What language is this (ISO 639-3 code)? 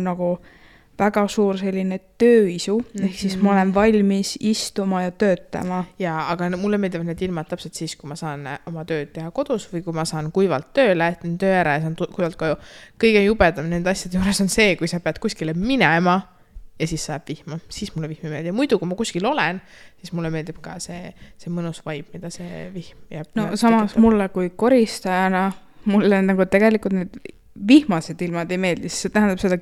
est